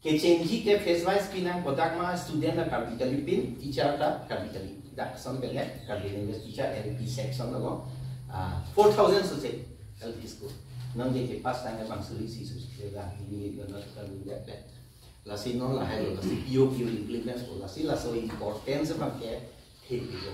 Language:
Karbi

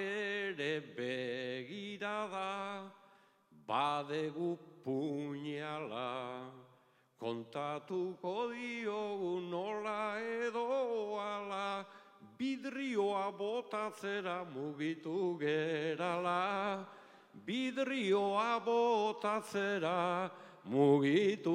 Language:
Basque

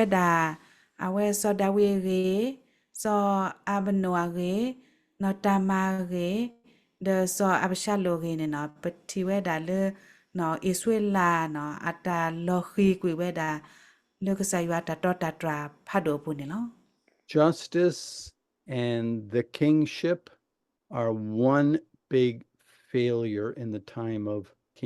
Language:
S'gaw Karen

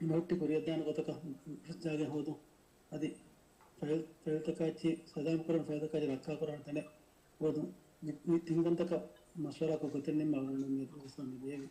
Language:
Divehi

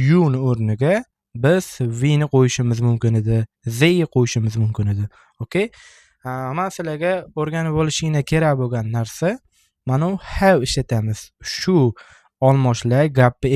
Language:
Uzbek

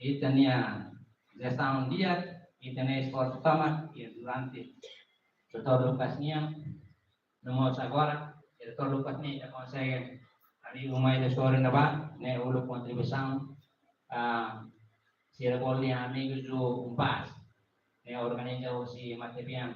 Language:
Tetum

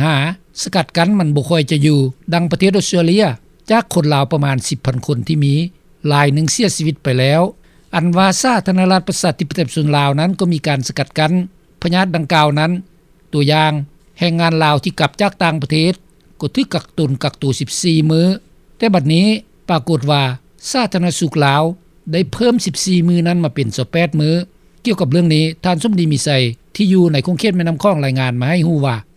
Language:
Lao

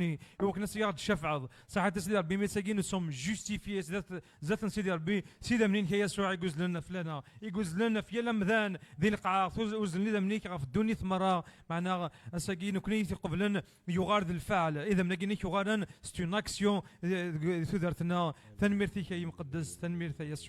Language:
Kabyle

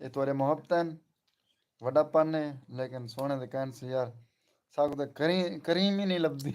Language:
Saraiki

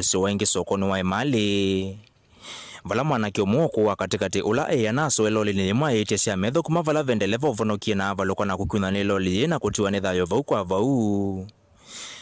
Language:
Kamba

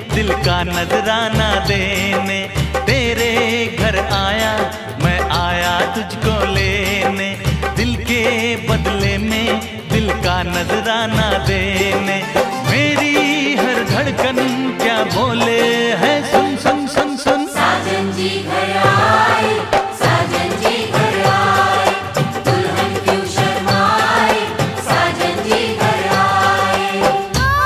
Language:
Hindi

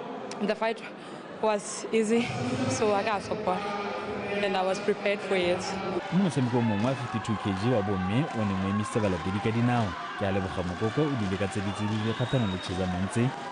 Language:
Tswana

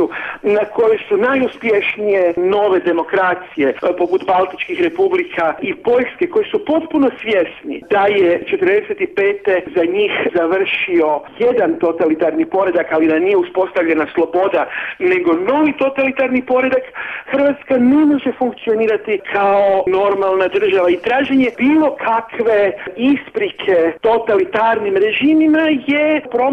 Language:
Croatian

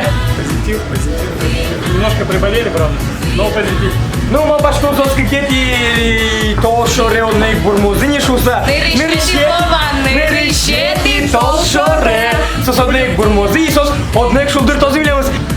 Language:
Udmurt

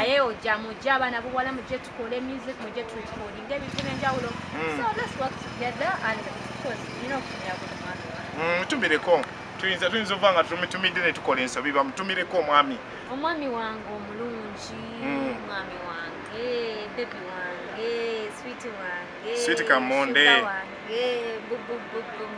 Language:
Ganda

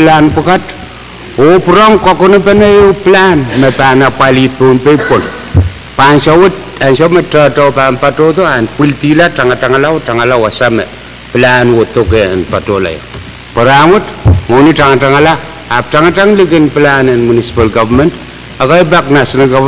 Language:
Pohnpeian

